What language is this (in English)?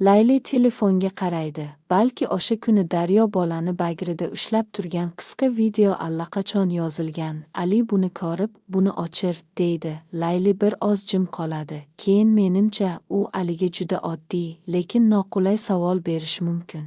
Uzbek